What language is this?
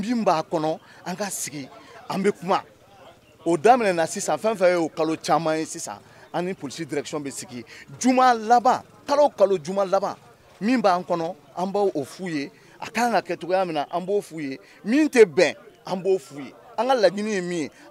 Bambara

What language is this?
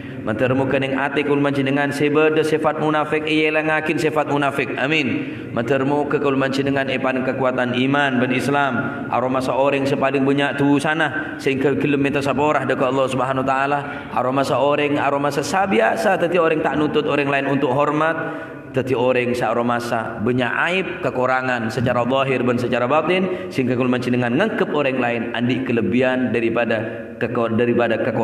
Madurese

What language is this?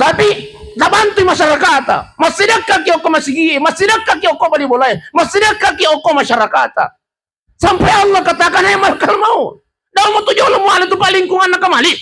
Buginese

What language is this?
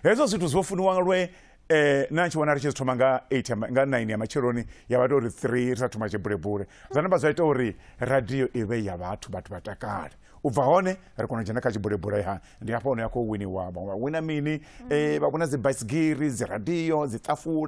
Venda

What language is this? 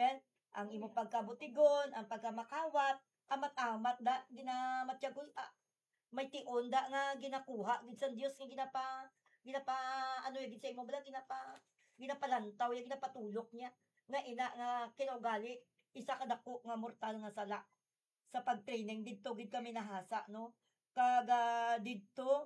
Hiligaynon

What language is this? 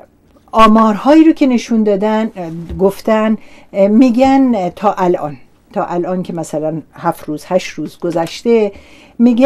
Persian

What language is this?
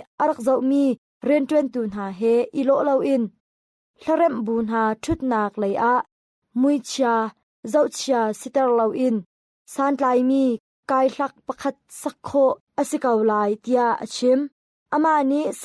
Hakha Chin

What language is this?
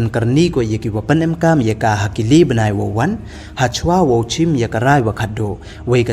Pnar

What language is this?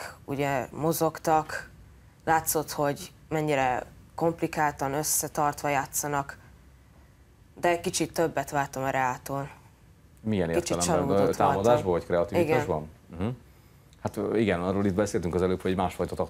Hungarian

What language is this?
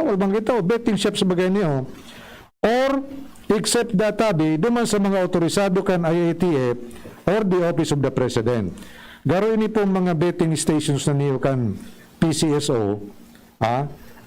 Bikol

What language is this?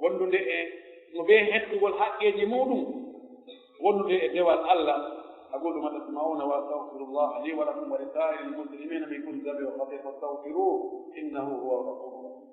Pular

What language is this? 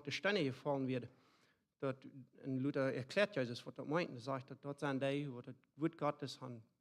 Plautdietsch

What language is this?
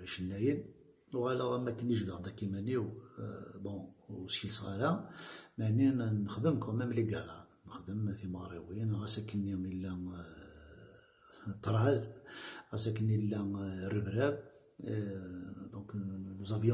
Kabyle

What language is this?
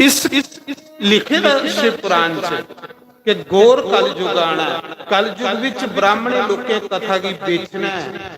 Dogri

